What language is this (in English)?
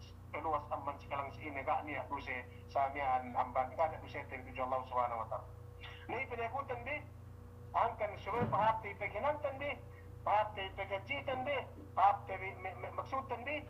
Yakan